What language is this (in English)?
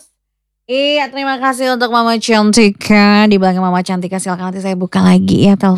Indonesian